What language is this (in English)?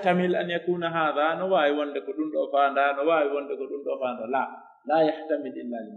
Pular